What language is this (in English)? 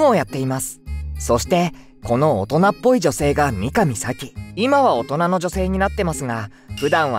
Japanese